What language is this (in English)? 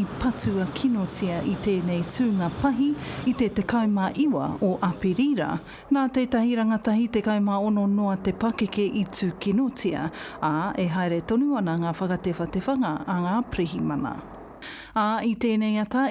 Māori